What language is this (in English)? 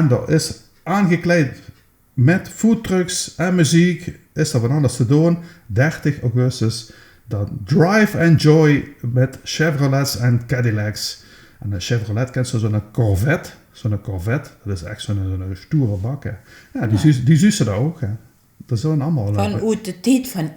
Limburgish